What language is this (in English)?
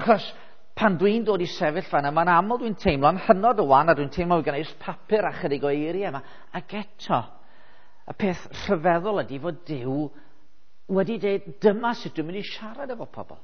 Welsh